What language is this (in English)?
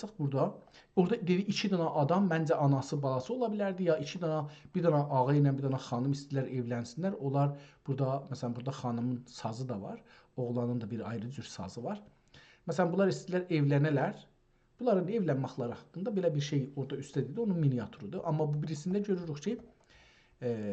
South Azerbaijani